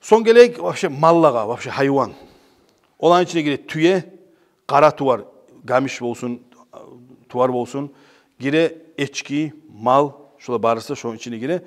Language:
Kumyk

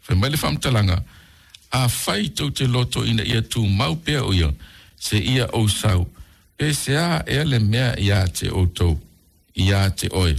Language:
Samoan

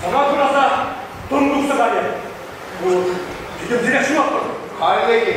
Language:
Chuvash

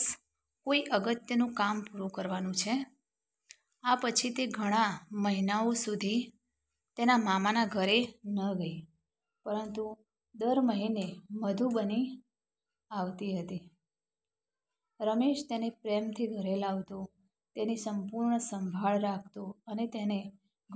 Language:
Gujarati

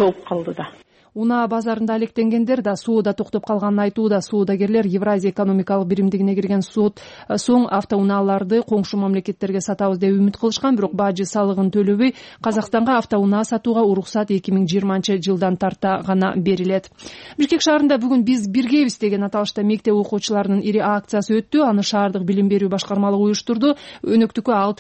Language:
Kyrgyz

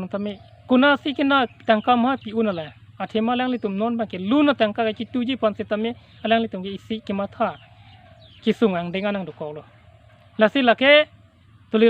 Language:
Karbi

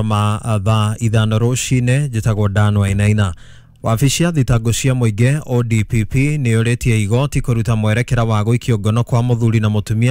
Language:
Kikuyu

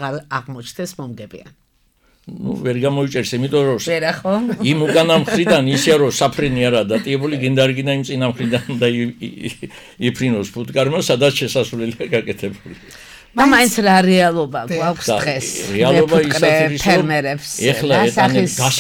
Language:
Georgian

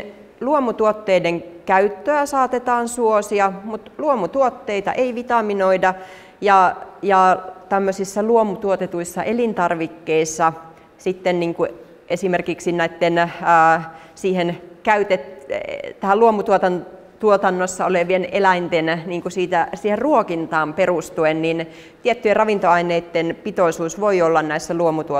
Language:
Finnish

